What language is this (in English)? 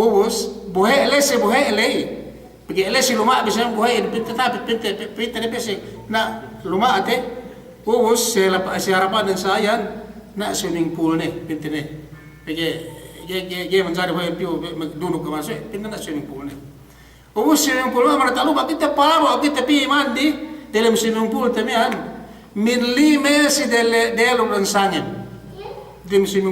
Yakan